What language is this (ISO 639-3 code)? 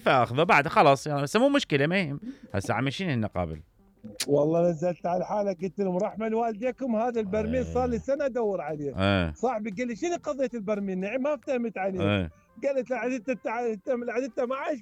acm